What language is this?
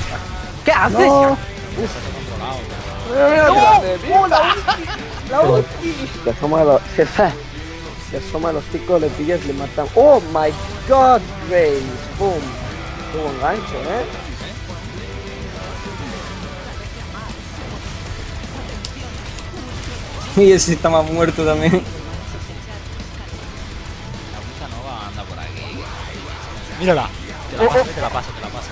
Spanish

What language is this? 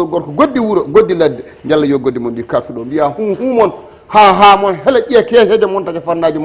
Fula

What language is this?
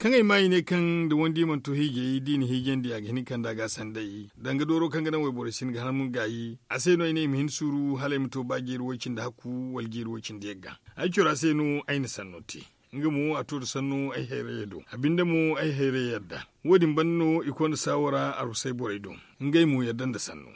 Zarma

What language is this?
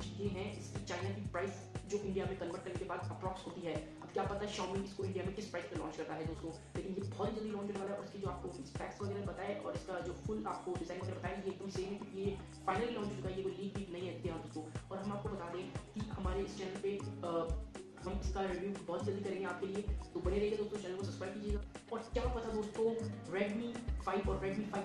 Hindi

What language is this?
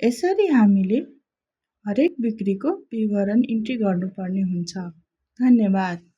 Nepali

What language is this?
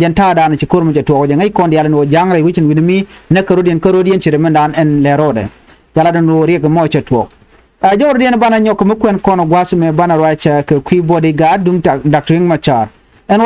Nuer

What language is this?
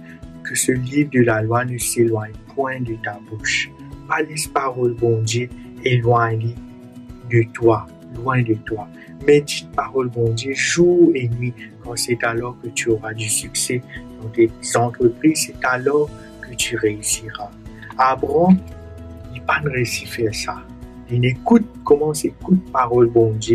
Morisyen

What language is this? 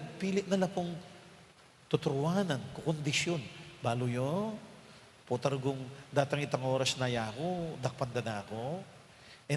Pampanga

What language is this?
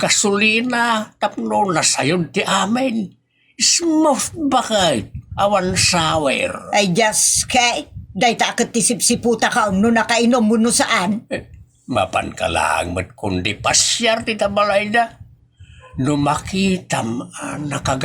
Iloko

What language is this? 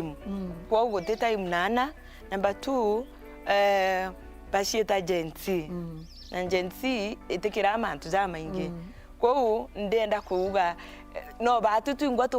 Meru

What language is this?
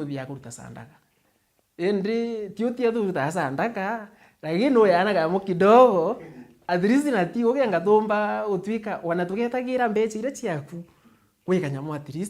Meru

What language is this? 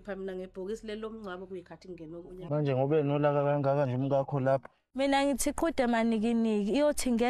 Zulu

